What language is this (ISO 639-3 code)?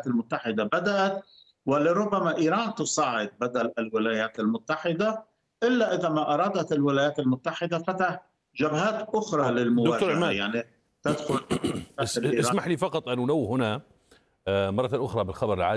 ara